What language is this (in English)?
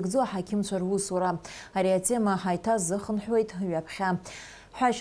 Abkhazian